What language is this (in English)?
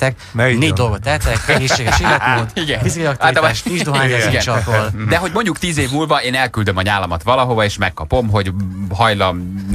Hungarian